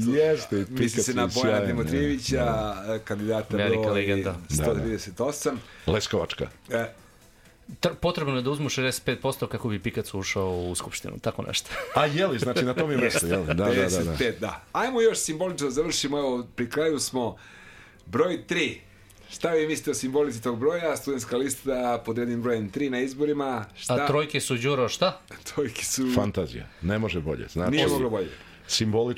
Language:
Serbian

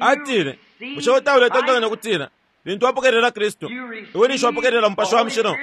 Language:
Bemba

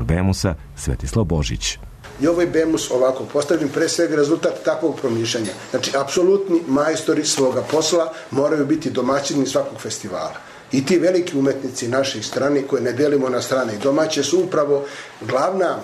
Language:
Serbian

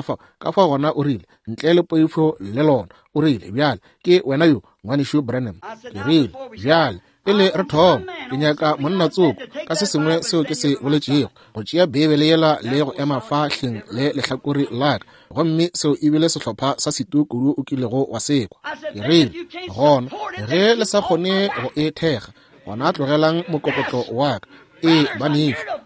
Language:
Northern Sotho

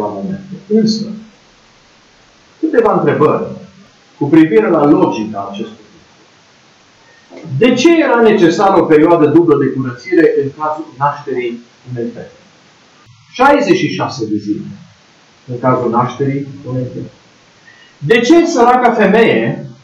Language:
Romanian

